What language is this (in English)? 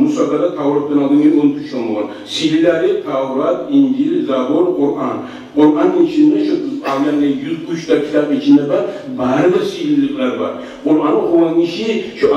Kumyk